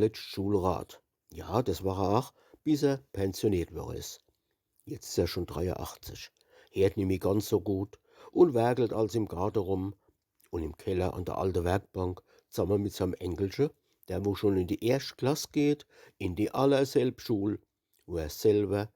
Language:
Palatine German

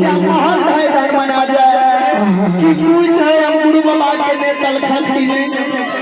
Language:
Maithili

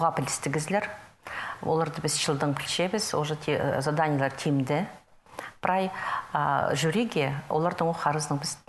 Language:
Khakas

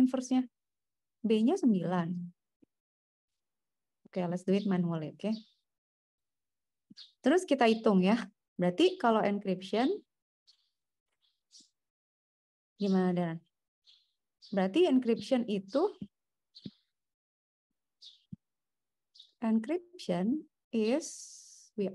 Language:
Indonesian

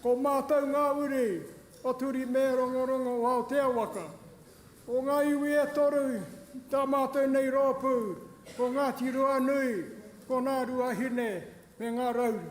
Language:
Māori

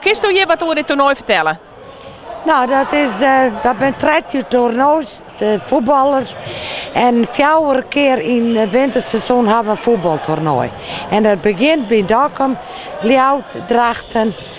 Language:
Western Frisian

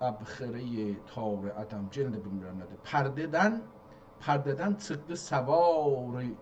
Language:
South Azerbaijani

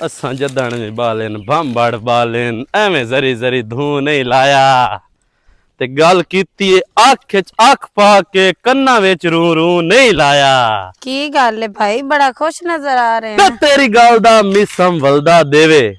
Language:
Western Panjabi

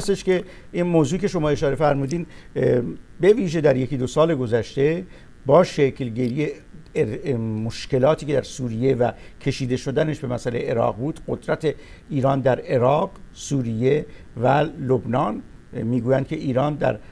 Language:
Persian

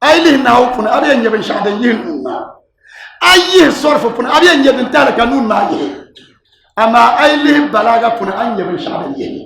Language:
Dagbani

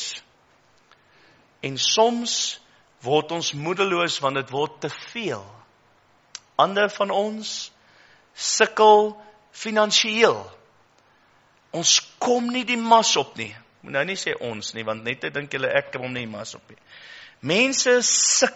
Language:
Afrikaans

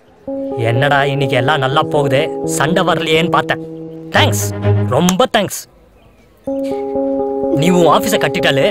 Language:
Tamil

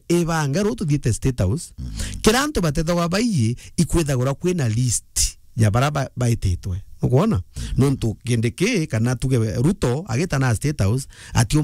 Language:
Meru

